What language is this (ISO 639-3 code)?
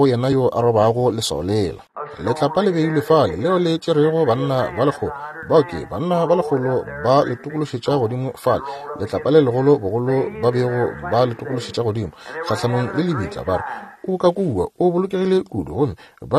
nso